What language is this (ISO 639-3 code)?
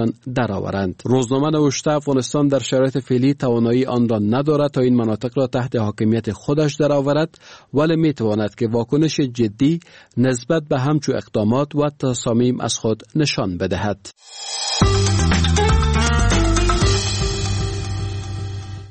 fas